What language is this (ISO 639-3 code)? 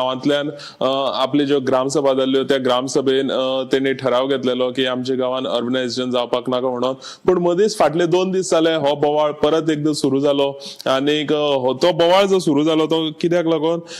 kok